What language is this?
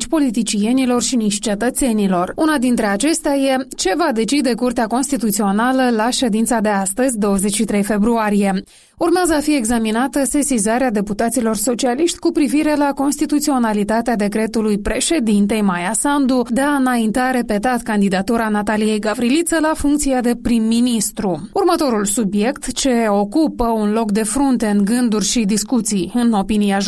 Romanian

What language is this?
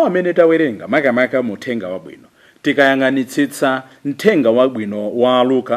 Nyanja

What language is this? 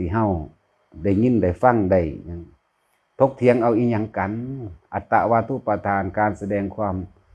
Lao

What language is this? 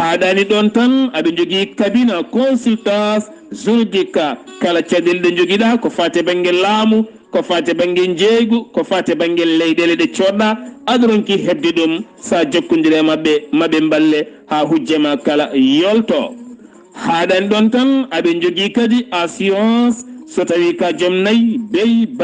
Fula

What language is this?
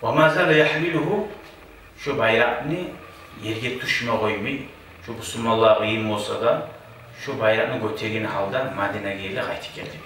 Kumyk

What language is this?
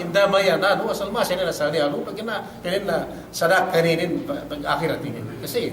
Yakan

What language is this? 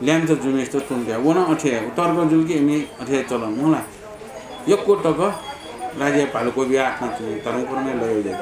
Newari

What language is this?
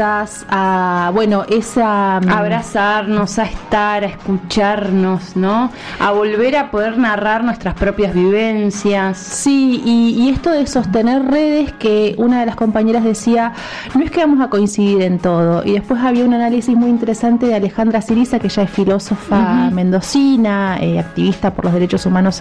Spanish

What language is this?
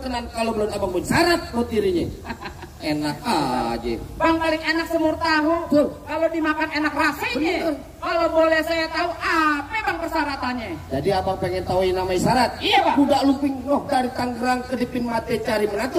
Betawi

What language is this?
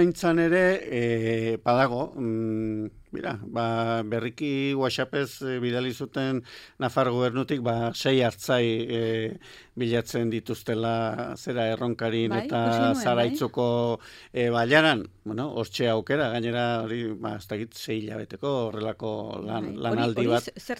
Basque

